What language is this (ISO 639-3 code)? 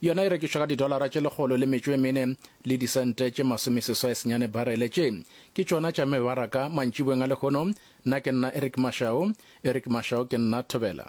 nso